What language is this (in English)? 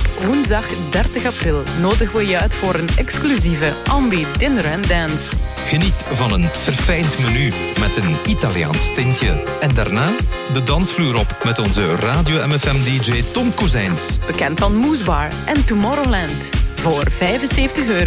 Dutch